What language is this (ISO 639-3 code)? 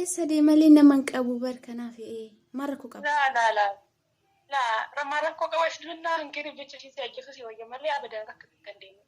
orm